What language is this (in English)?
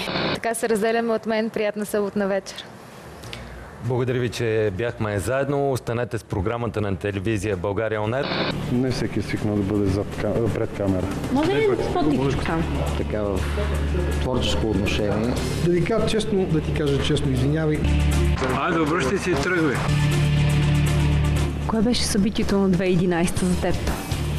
Bulgarian